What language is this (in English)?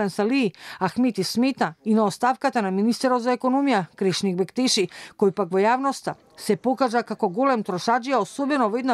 Macedonian